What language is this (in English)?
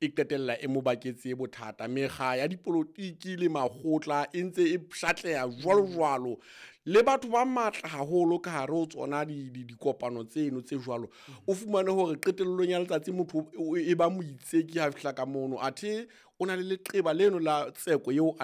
Southern Sotho